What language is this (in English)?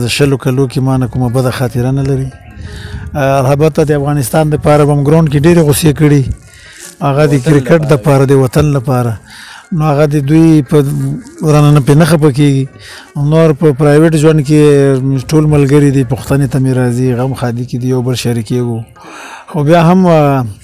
Pashto